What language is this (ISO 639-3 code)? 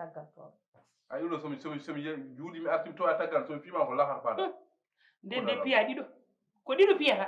ful